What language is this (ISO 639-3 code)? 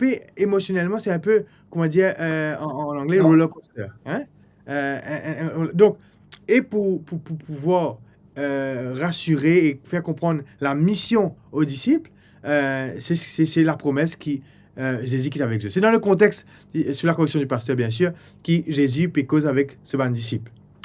mfe